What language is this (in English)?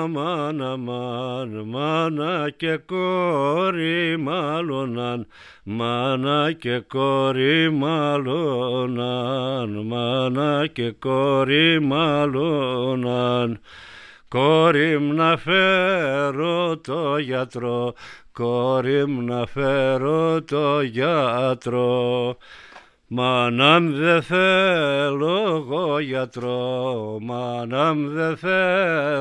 Greek